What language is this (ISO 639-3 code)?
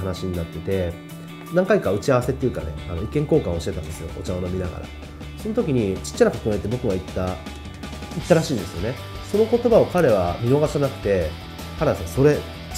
jpn